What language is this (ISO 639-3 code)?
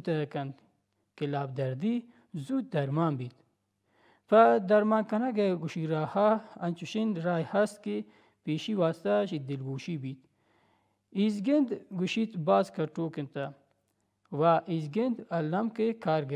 bal